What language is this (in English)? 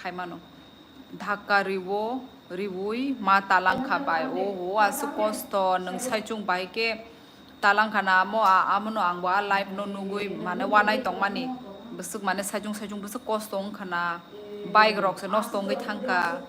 Kok Borok